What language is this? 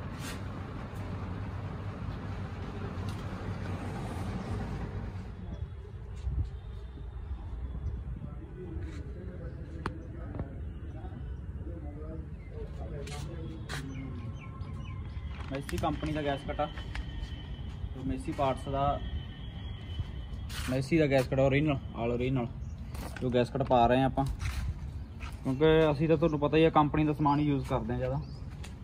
Punjabi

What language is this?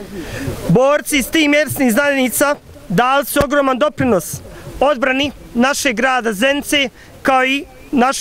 Bosnian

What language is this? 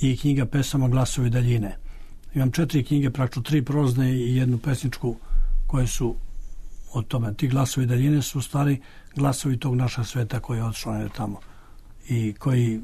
Serbian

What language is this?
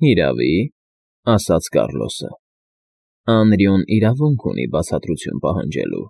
Armenian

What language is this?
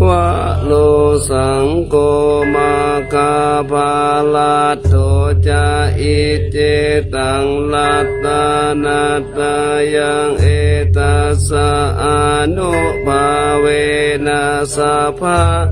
Pali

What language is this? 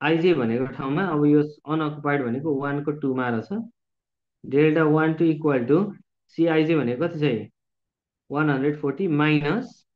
Nepali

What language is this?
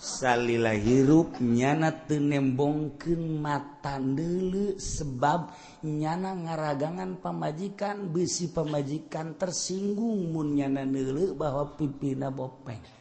Sundanese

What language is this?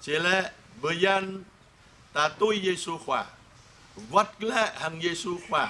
Jarai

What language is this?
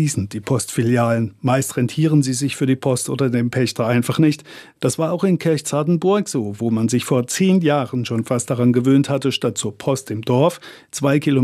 German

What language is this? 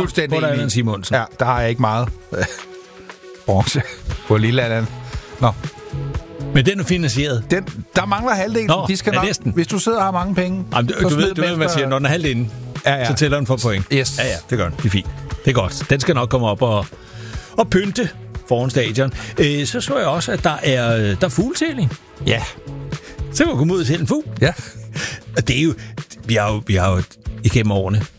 Danish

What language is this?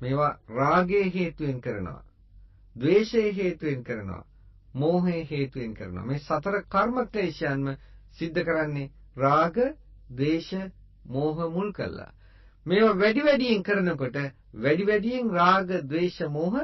Sinhala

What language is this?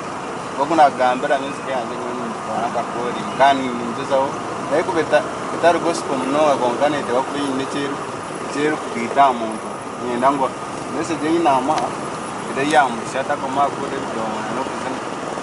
Nyankole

